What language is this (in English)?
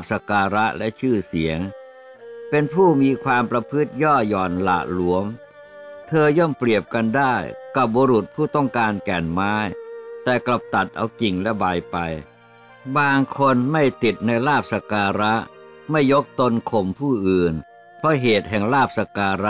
Thai